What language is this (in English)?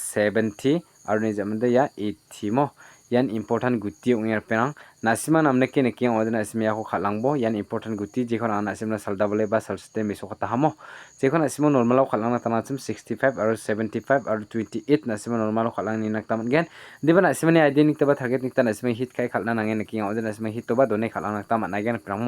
Garo